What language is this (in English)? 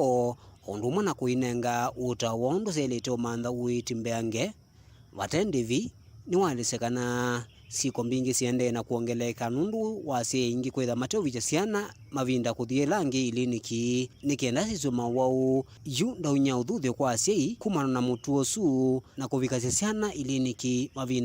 Kamba